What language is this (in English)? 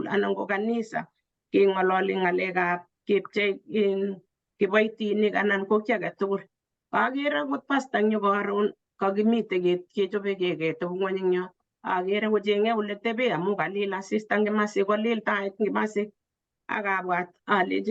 Kalenjin